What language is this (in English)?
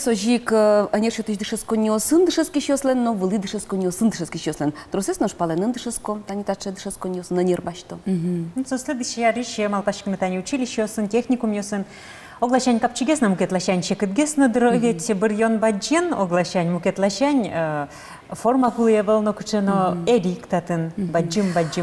Udmurt